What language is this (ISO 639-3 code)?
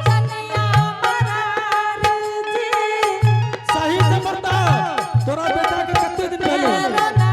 anp